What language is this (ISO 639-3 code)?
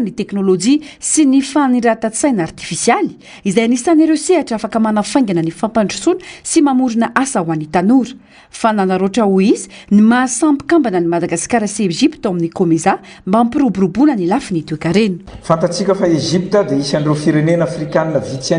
mlg